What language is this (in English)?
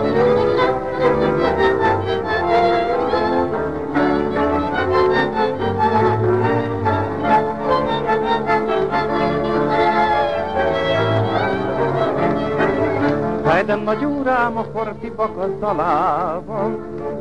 Hungarian